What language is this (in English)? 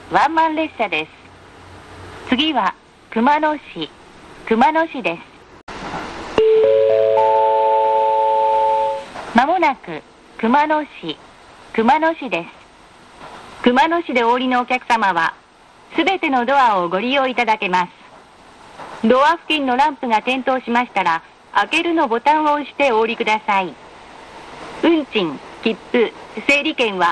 Japanese